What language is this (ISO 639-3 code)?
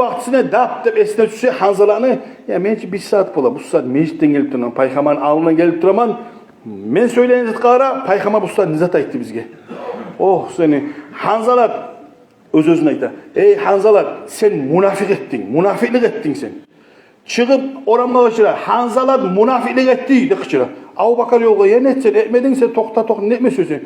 kum